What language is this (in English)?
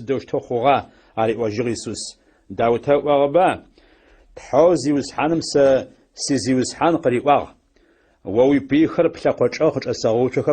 Adyghe